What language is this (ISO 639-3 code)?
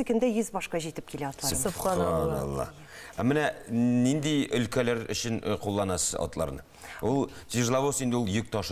tat